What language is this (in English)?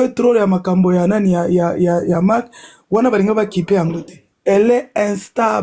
Lingala